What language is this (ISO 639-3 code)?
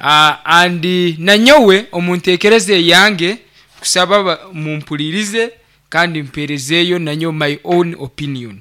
nyo